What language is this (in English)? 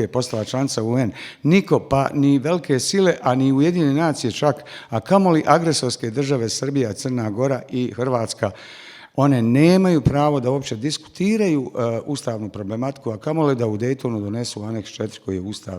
Bosnian